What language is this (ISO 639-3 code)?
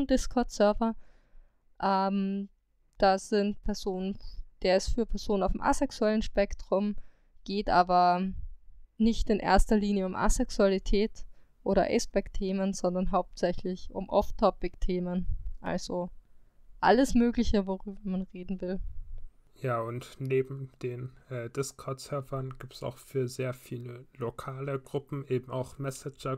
deu